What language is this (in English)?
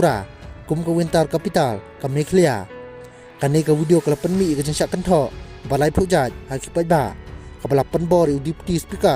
Khasi